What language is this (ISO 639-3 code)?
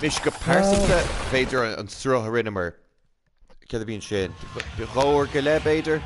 gle